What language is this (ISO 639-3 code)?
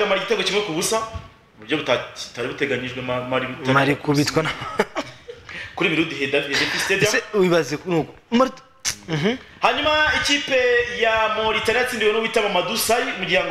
kin